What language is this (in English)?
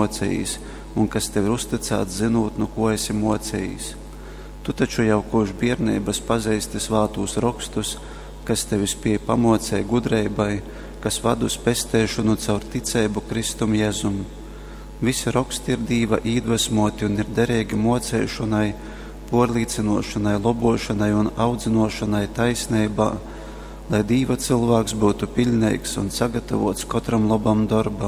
Latgalian